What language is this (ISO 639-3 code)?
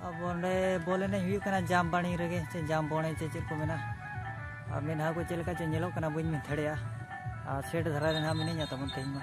sat